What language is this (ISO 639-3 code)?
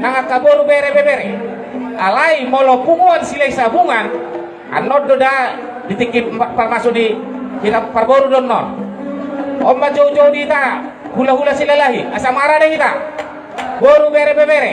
bbc